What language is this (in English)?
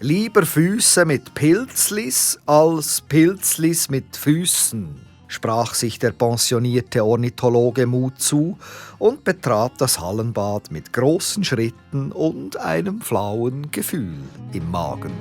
Swiss German